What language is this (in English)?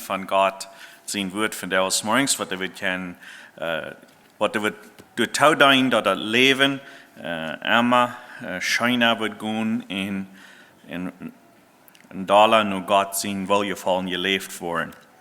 Plautdietsch